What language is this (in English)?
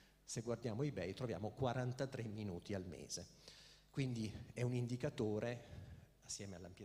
Italian